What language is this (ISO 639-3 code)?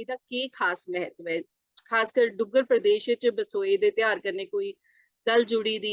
doi